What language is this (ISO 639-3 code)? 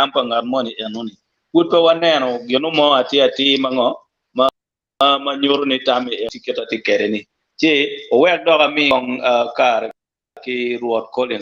ach